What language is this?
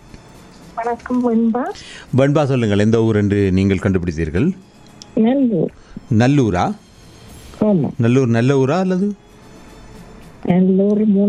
Tamil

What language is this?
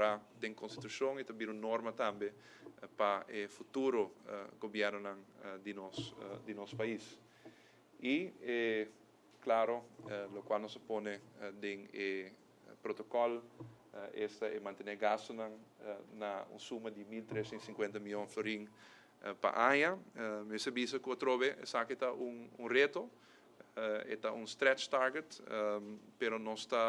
Papiamento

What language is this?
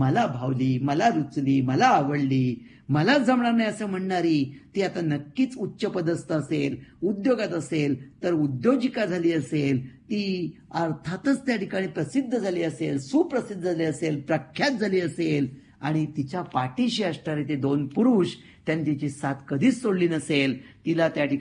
Marathi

